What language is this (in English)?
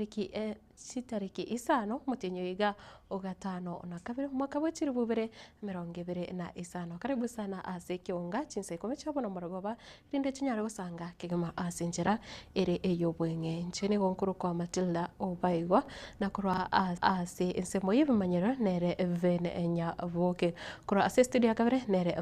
Gusii